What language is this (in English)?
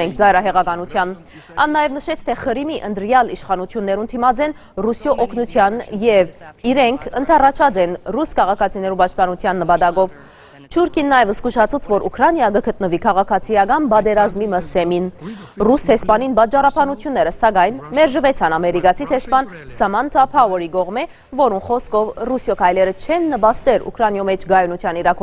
Western Armenian